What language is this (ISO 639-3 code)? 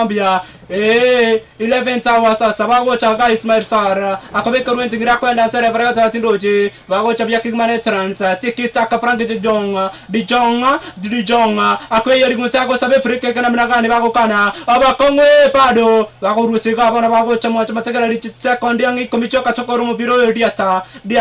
guz